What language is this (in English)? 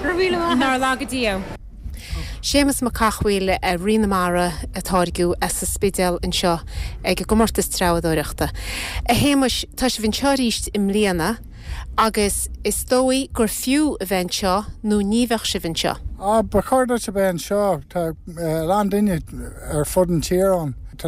Irish